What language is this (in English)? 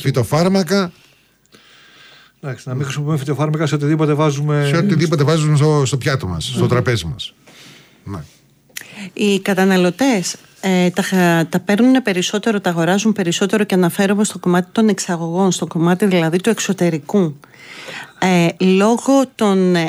Greek